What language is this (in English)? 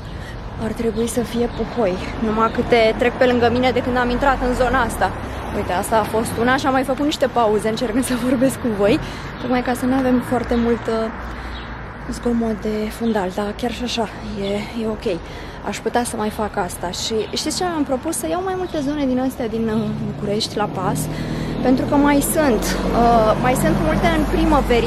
Romanian